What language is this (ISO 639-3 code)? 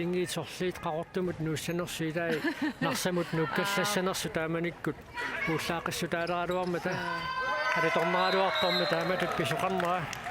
kal